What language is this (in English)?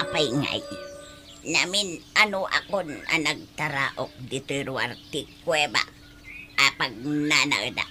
Iloko